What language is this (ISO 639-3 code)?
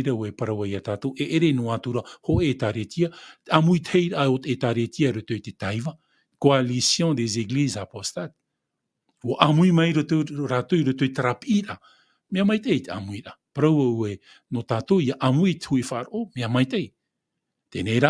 tah